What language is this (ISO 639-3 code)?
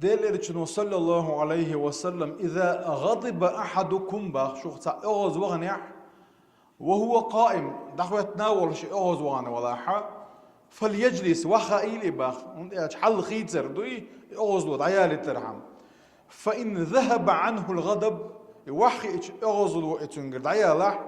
che